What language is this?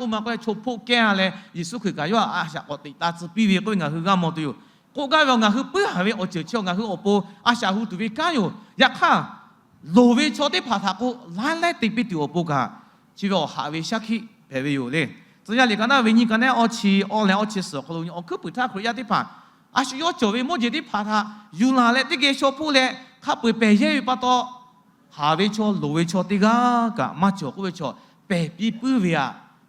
Lahu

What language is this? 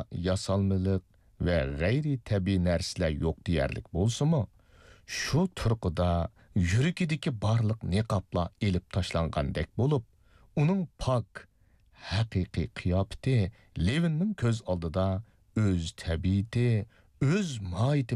Uyghur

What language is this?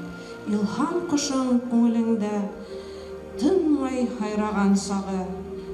Bashkir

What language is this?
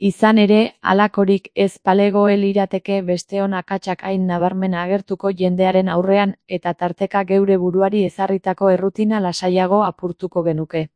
Basque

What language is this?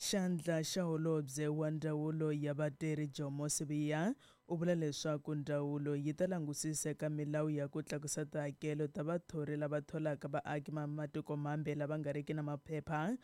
Tsonga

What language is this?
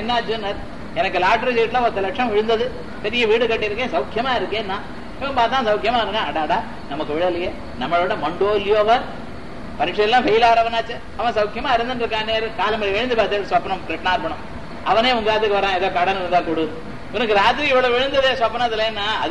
Tamil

